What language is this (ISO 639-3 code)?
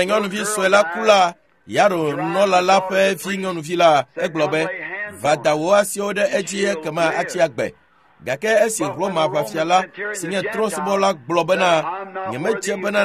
ewe